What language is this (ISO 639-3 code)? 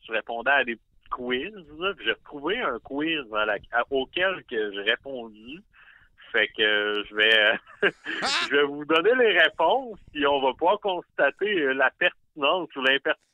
fra